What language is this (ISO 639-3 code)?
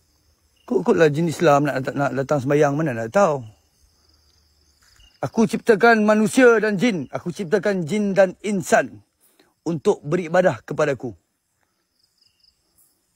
msa